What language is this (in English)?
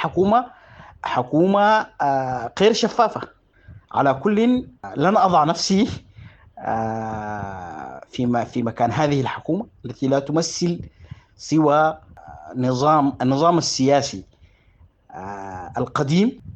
Sudanese Arabic